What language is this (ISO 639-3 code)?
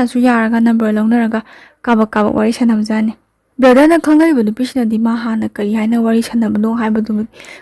mni